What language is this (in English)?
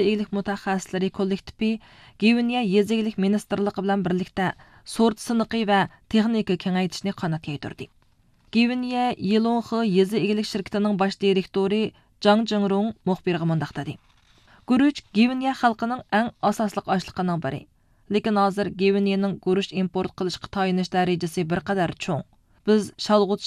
Uyghur